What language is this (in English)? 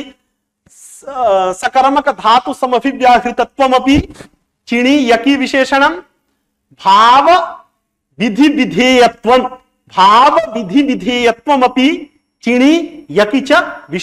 Sanskrit